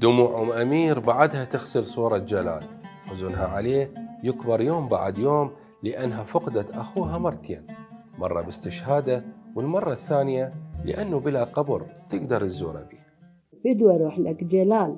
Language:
Mesopotamian Arabic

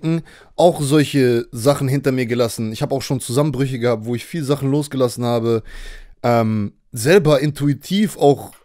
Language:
German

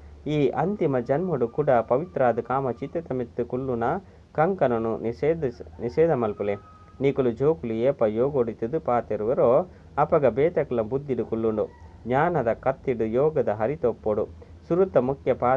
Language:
Tulu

